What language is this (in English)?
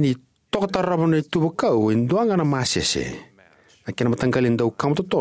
Fijian